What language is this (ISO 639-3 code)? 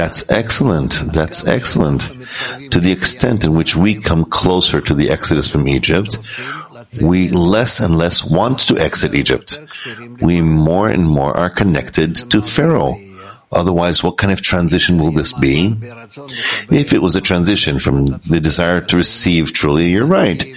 eng